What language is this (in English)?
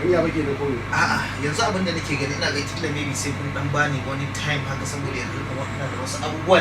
Hausa